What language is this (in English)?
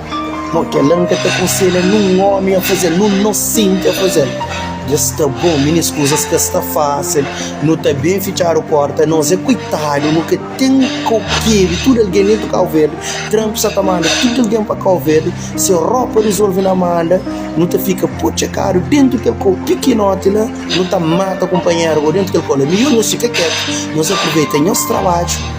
Kabuverdianu